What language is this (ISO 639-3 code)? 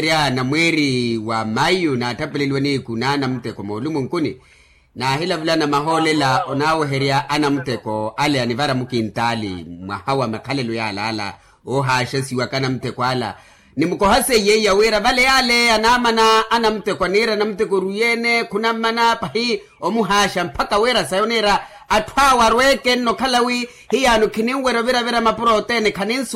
vmw